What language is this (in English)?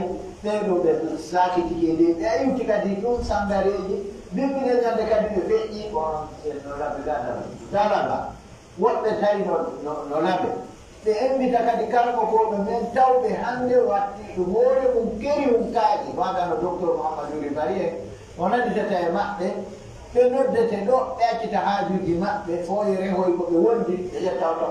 Pular